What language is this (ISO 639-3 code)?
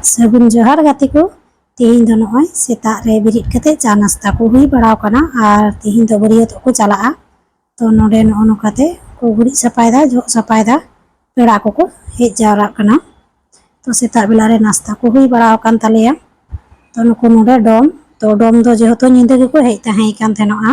sat